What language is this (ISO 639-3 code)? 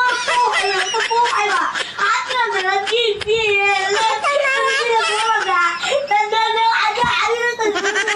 mni